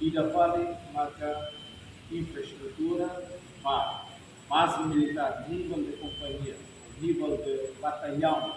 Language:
Tetum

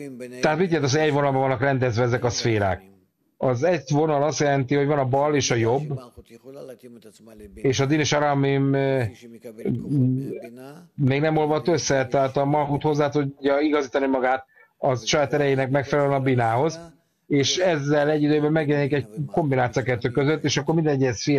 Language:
Hungarian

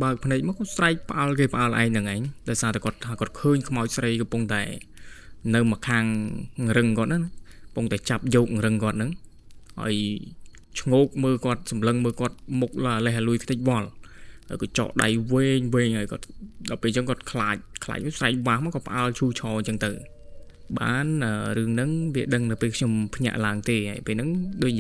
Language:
Khmer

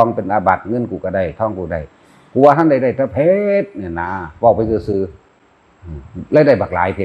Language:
Northeastern Thai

